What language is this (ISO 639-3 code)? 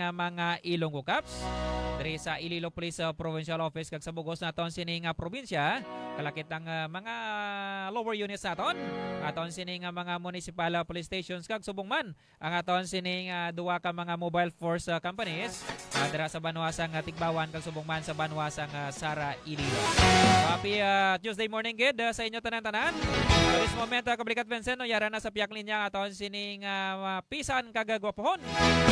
hil